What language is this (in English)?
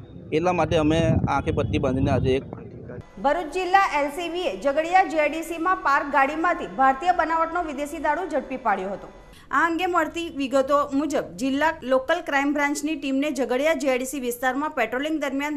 Gujarati